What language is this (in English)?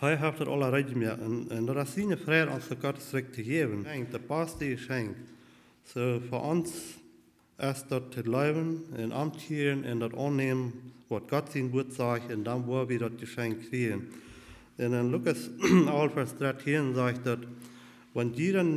Plautdietsch